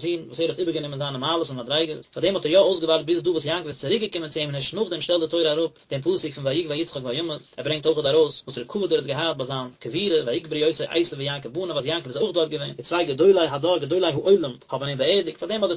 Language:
Yiddish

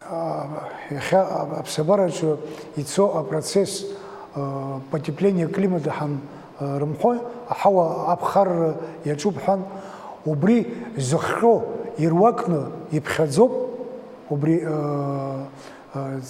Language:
Abkhazian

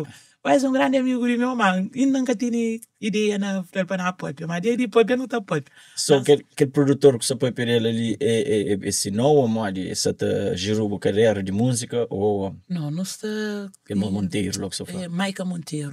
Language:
Kabuverdianu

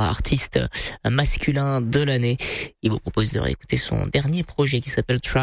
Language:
French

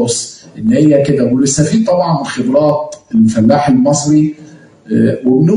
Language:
Egyptian Arabic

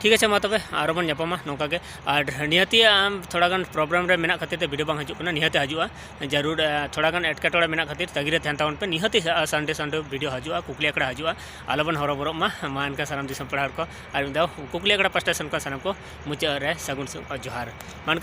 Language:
Santali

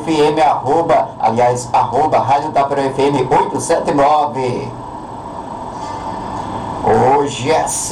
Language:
Portuguese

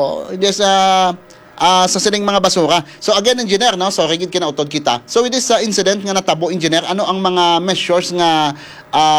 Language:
Hiligaynon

